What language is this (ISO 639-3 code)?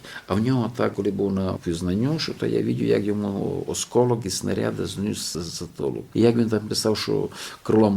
rue